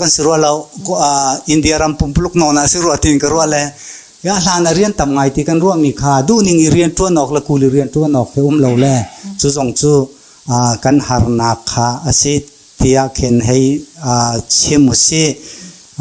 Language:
Hakha Chin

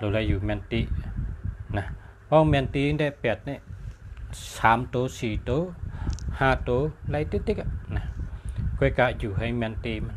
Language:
Shan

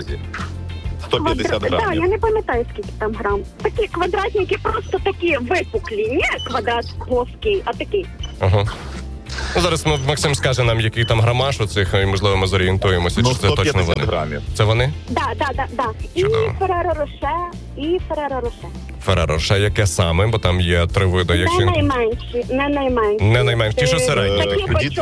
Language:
Ukrainian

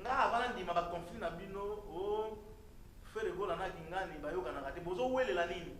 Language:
Lingala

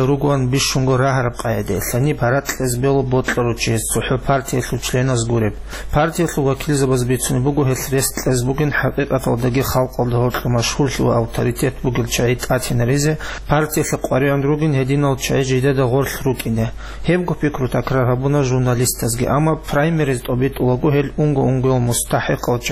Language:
Avaric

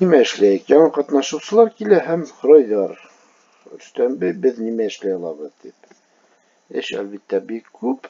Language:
Bashkir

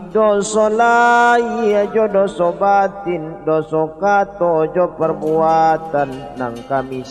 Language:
Minangkabau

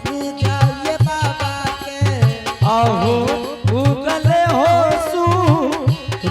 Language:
Angika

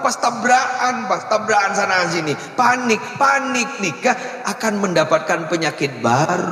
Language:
Madurese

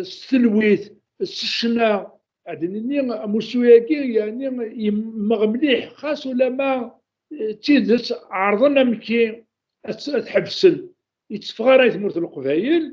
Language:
Kabyle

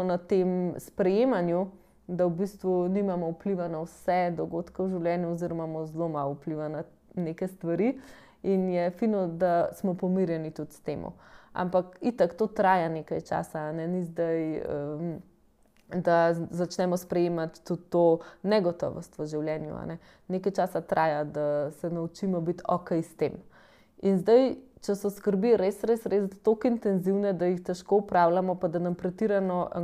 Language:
Slovenian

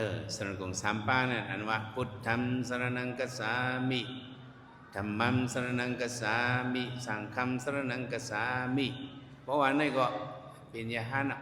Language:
Shan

